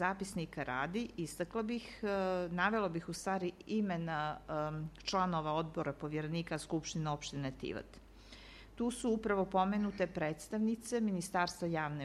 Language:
Croatian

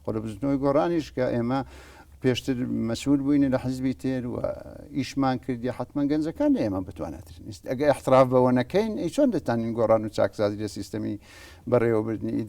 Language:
Central Kurdish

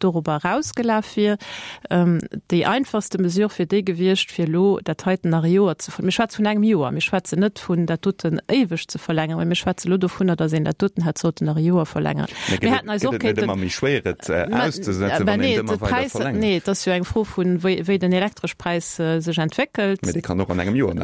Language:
Luxembourgish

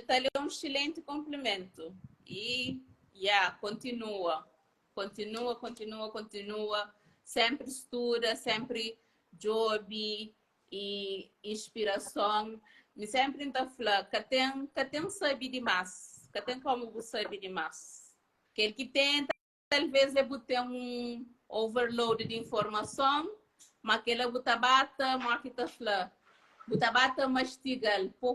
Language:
Kabuverdianu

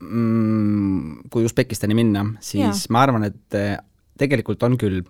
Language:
Estonian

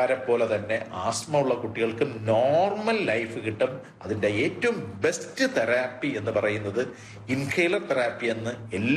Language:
Malayalam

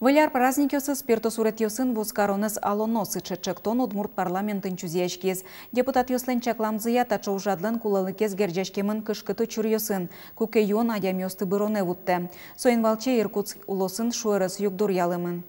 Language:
Udmurt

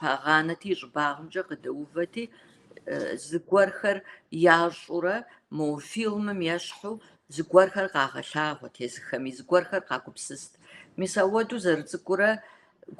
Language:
Kabardian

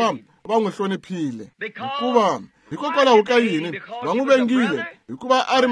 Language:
Tsonga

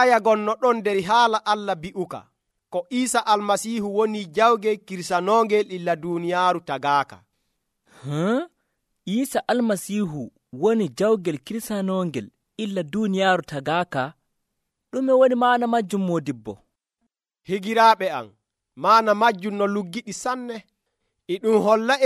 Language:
Nigerian Fulfulde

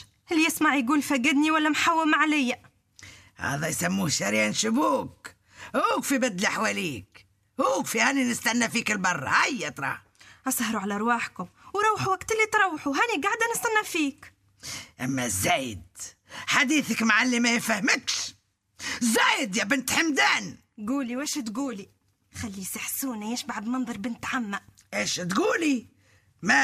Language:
Tunisian Arabic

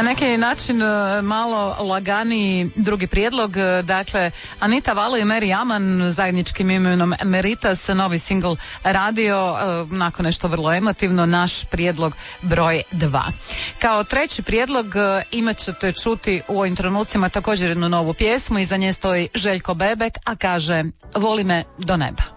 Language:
Croatian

